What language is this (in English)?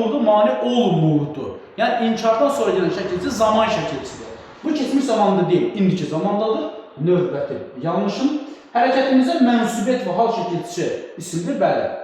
Azerbaijani